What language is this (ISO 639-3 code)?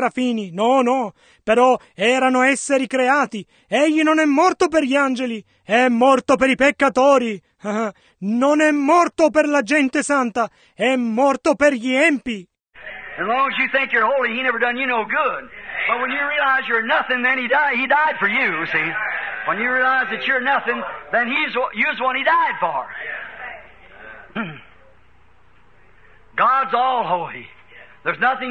ita